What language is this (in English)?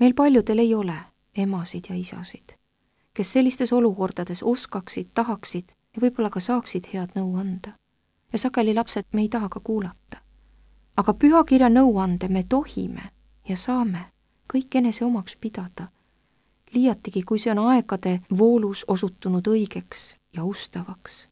Estonian